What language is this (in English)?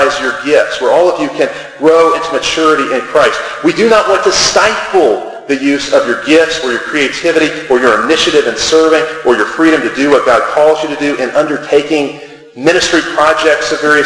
English